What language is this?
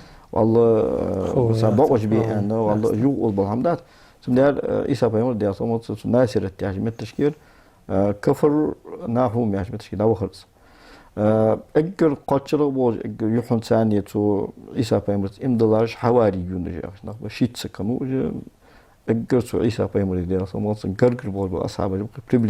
Ingush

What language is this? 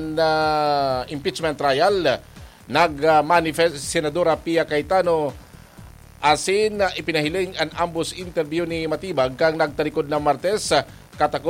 Bikol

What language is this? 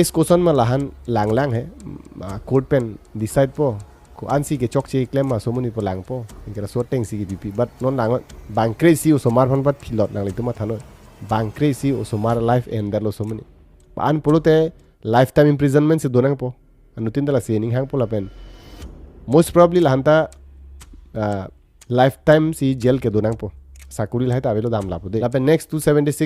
Karbi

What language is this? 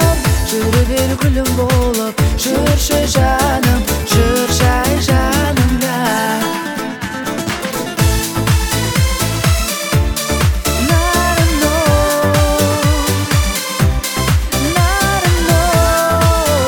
Kazakh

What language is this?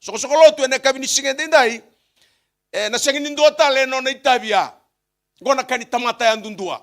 Fijian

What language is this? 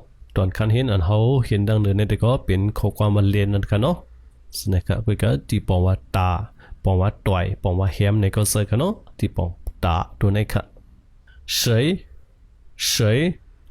Shan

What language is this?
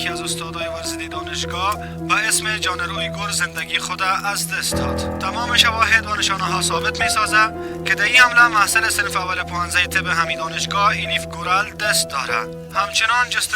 Persian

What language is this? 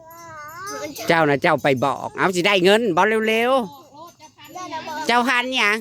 Northeastern Thai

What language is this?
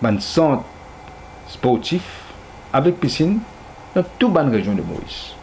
Morisyen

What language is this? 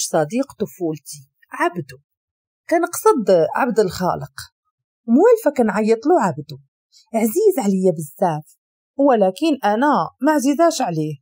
Moroccan Arabic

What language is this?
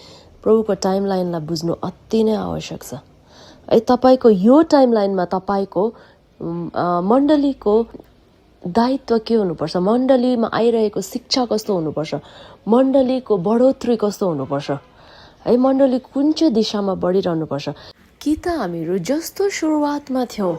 Nepali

